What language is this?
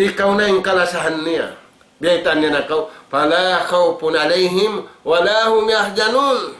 Tausug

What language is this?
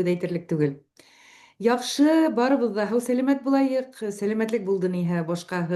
Bashkir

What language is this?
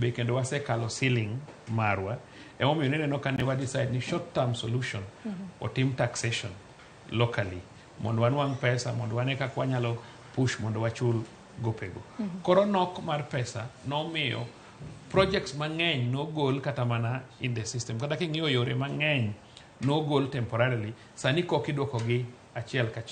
Luo (Kenya and Tanzania)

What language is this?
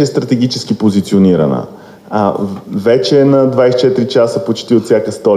Bulgarian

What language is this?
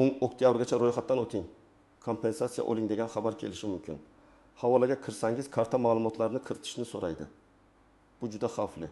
Uzbek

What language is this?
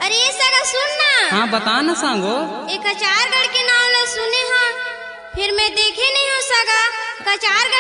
Chhattisgarhi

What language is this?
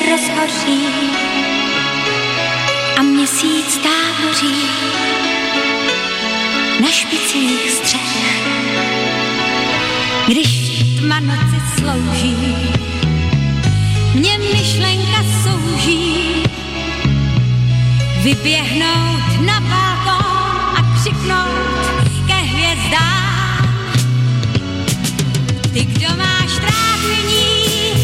Czech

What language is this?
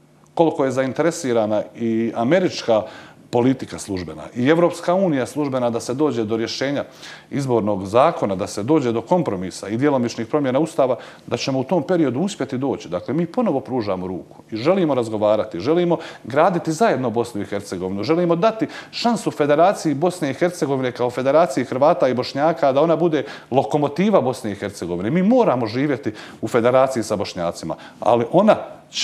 Croatian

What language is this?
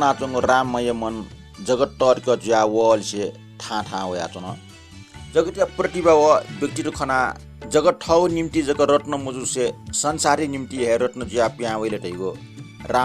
Newari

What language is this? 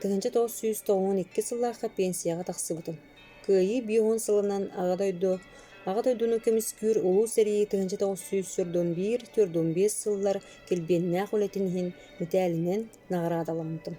Yakut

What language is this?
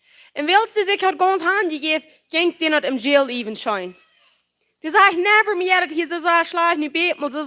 Plautdietsch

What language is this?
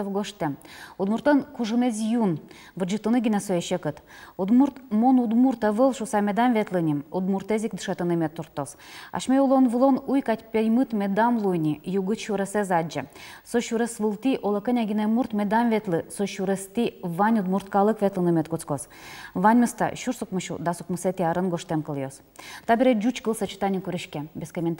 Udmurt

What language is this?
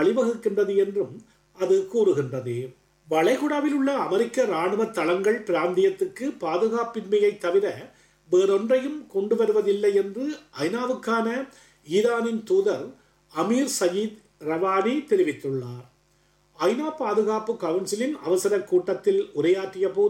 Tamil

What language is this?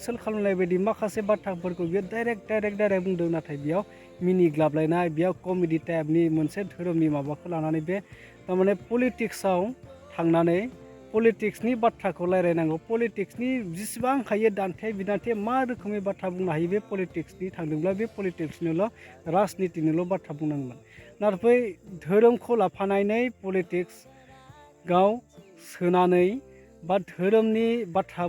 Bodo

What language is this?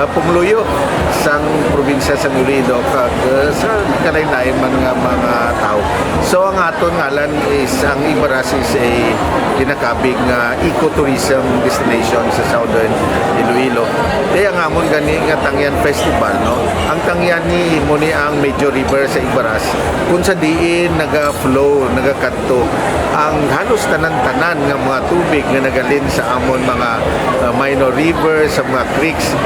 Hiligaynon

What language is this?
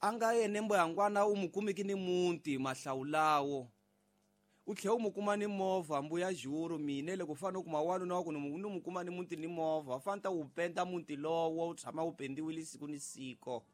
Tsonga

